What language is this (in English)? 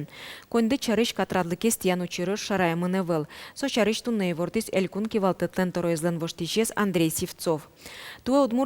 Udmurt